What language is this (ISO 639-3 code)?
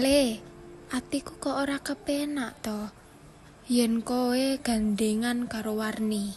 jav